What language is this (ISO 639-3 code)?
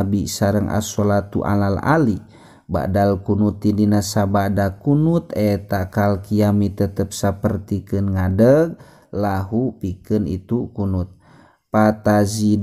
sun